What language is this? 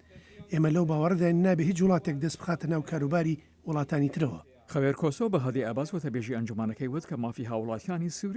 Central Kurdish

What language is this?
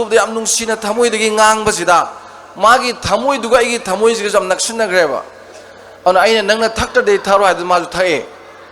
Manipuri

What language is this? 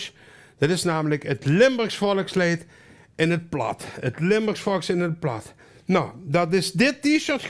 Limburgish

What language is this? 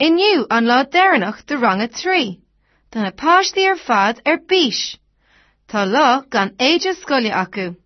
Irish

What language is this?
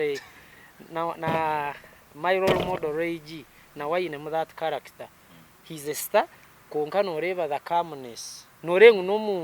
Nyankole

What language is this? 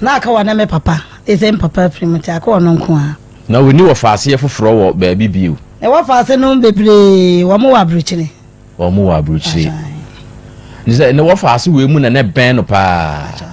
Akan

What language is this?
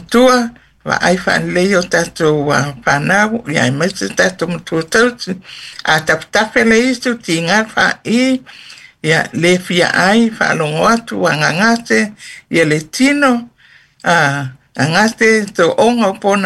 Samoan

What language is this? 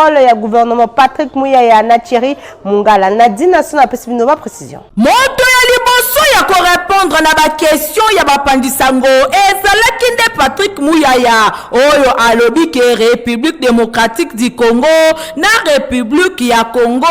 Lingala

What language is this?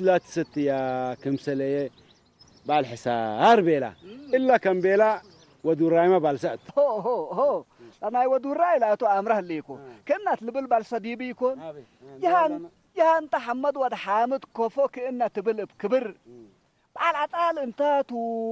Tigre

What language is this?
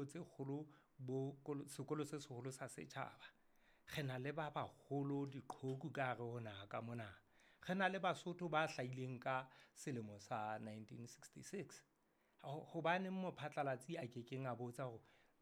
Southern Sotho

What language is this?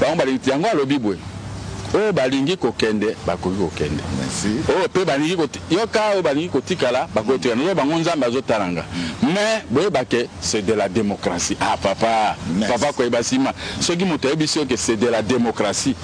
Lingala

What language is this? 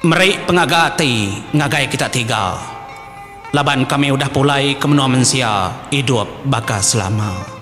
Iban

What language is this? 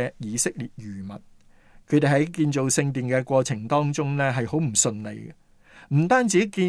Cantonese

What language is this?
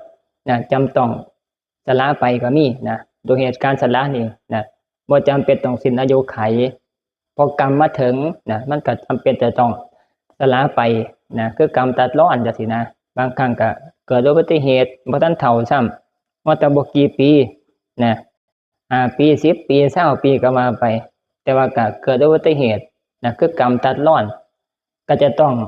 Northeastern Thai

